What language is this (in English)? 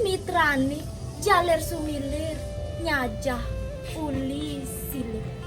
Balinese